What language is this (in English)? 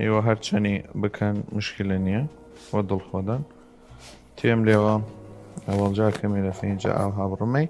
Southern Kurdish